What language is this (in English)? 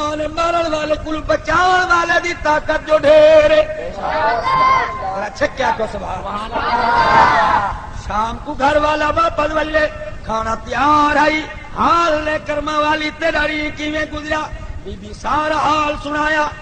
Saraiki